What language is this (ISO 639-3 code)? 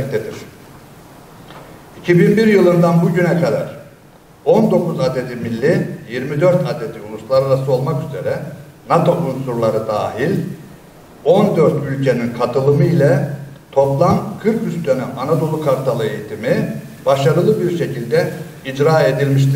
tur